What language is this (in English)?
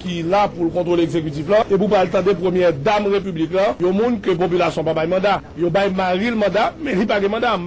Haitian Creole